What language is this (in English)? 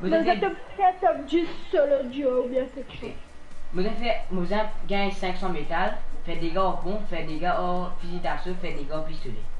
Morisyen